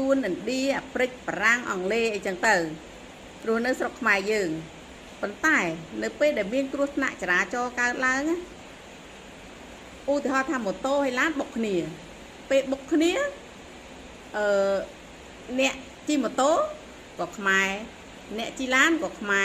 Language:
Khmer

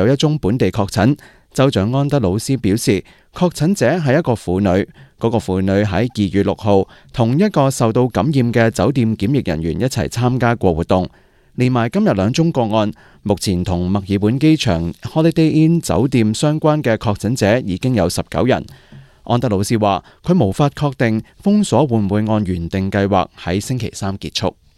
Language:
Cantonese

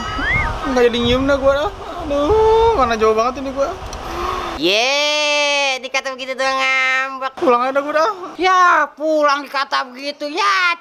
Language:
Betawi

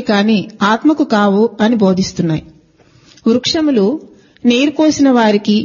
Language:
Telugu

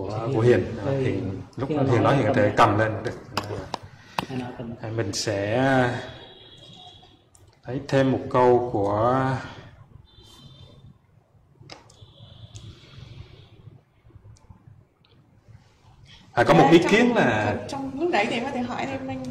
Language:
Vietnamese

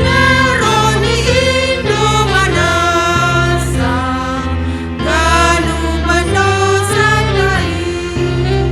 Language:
Batak Simalungun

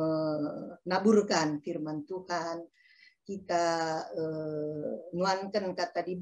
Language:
Batak Karo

